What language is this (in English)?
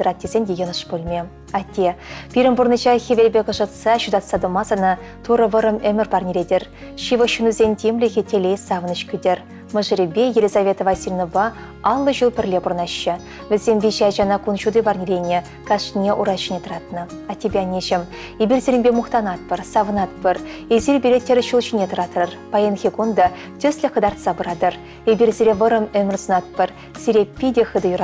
Chuvash